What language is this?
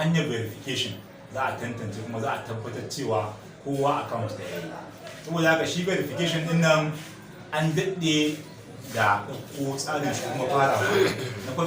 Hausa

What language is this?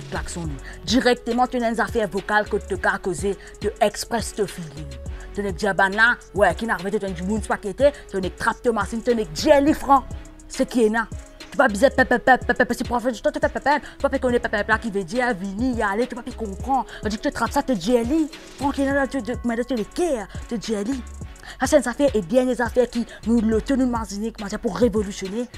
Morisyen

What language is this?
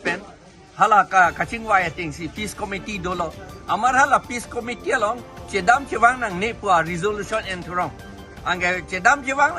Karbi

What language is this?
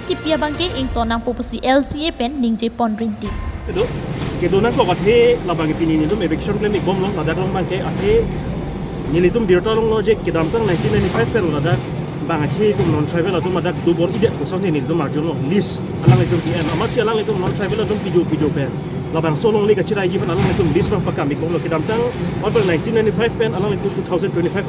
Karbi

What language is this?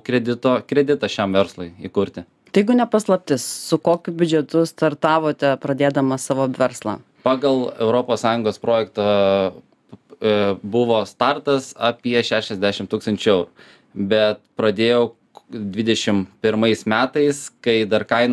Lithuanian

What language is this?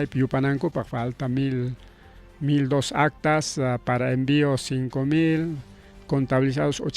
Ayacucho Quechua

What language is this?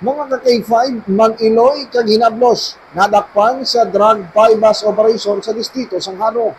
Hiligaynon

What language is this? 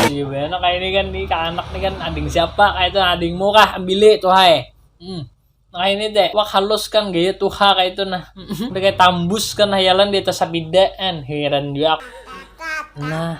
Banjar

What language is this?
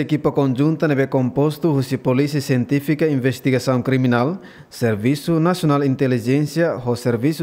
Tetum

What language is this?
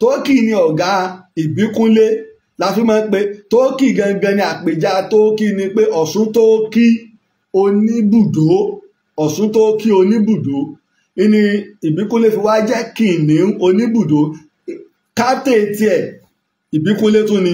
Yoruba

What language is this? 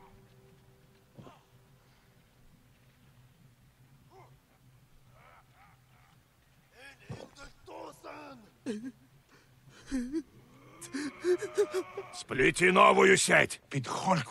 Russian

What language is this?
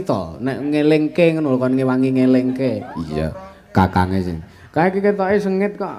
Javanese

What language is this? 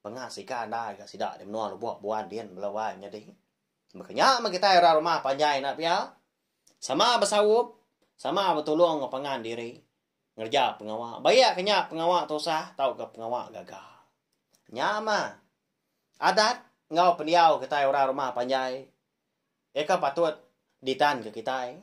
Iban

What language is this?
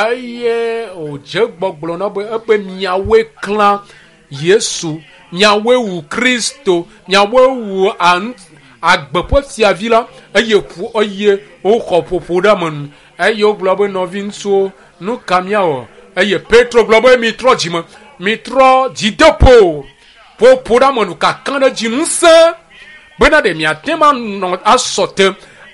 Ewe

